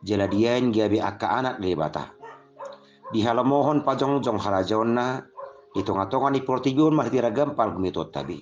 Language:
Batak Toba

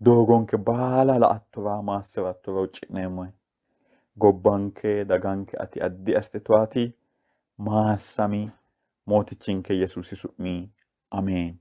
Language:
Sidamo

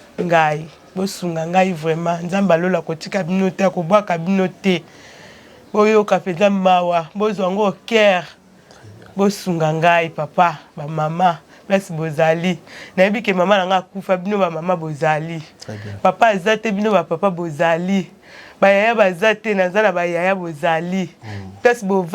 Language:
Lingala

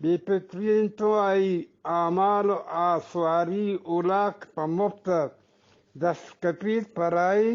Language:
Eastern Balochi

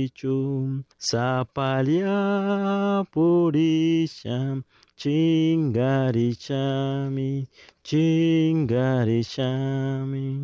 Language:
Chimborazo Highland Quichua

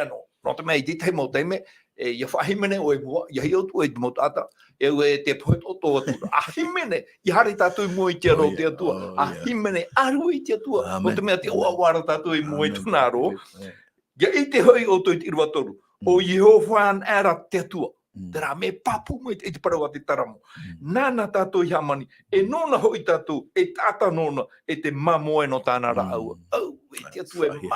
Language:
Tahitian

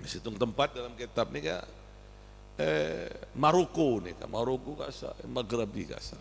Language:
Madurese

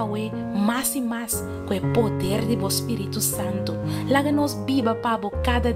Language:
Papiamento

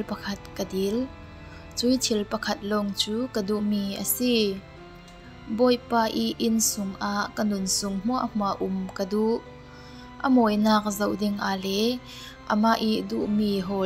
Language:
Falam Chin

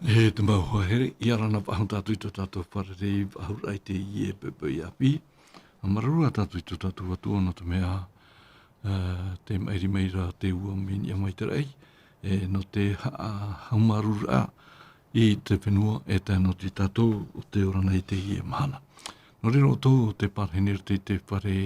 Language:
Tahitian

